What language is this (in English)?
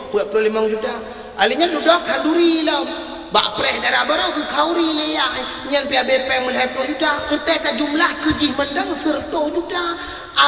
Achinese